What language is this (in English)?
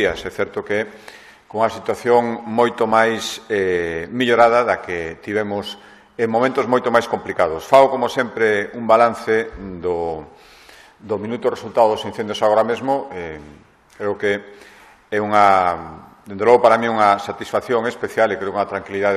Galician